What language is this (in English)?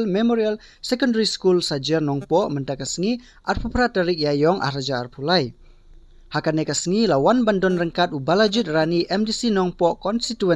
Khasi